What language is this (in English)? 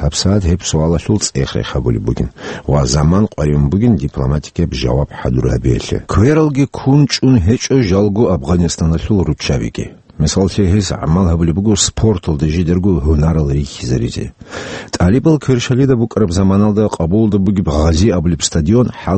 Avaric